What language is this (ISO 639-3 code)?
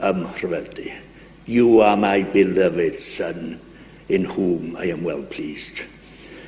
cym